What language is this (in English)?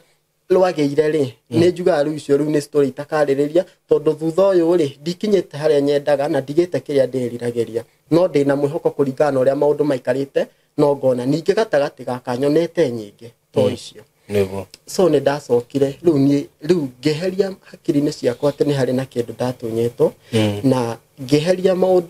Kikuyu